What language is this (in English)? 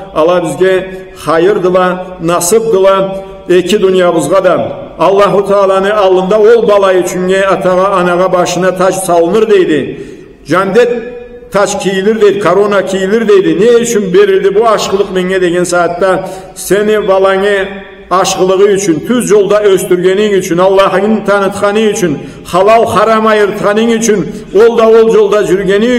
Karachay-Balkar